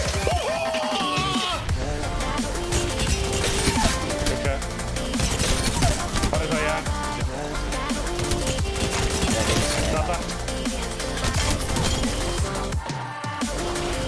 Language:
Finnish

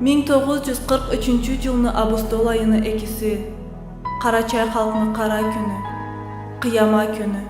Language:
Karachay-Balkar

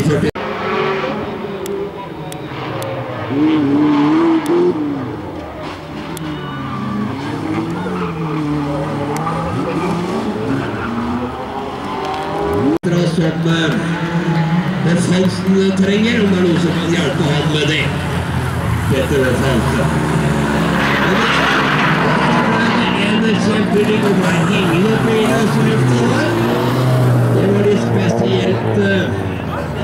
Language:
Norwegian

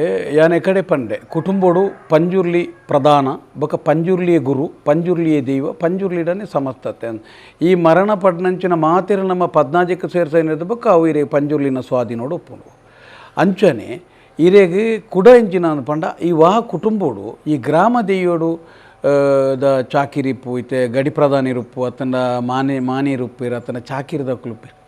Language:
Tulu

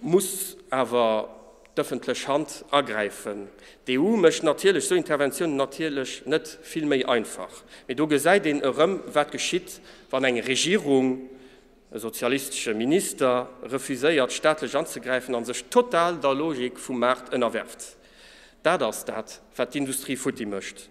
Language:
Luxembourgish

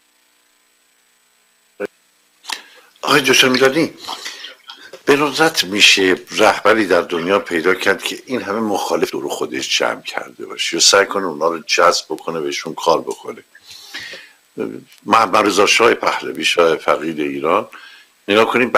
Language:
Persian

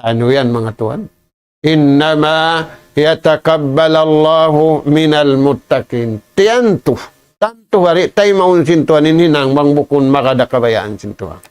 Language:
Tausug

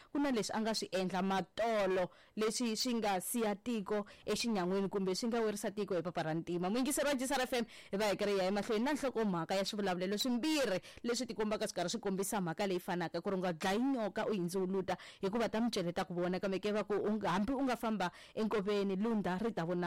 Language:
Tsonga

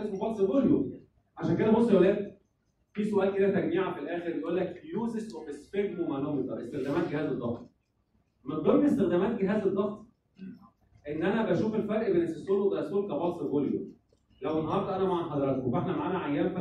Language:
Egyptian Arabic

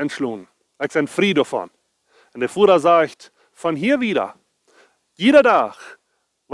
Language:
Plautdietsch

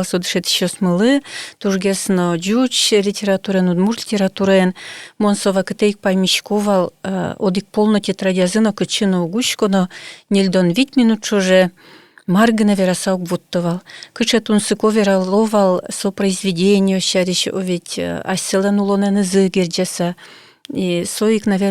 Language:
Udmurt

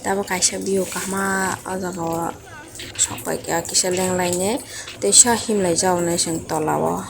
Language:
Kok Borok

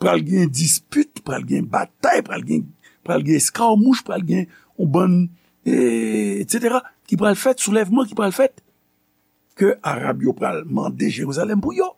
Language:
Haitian Creole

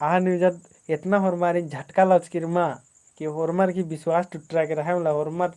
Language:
Kurukh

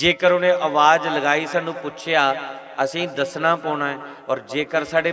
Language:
Dogri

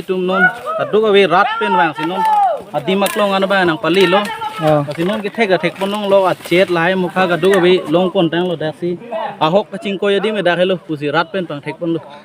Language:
Karbi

